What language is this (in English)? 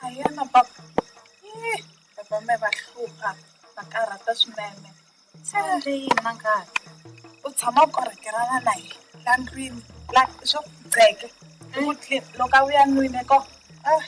Tsonga